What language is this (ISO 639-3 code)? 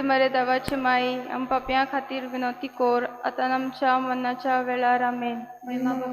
kok